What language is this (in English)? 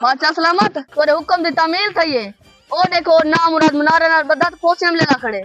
Saraiki